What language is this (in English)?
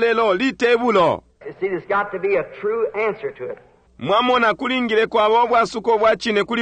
Bemba